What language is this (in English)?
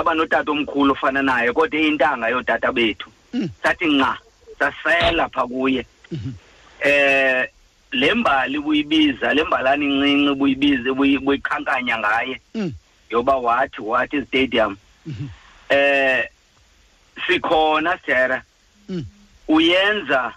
Xhosa